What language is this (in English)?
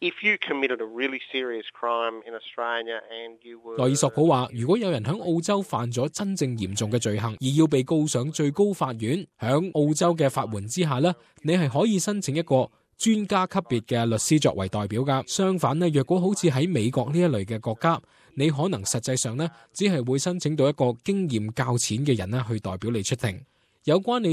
Cantonese